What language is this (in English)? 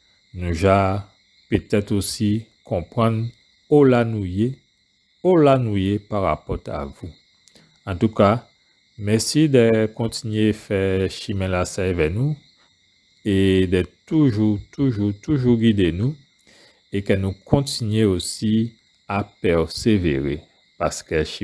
Guadeloupean Creole French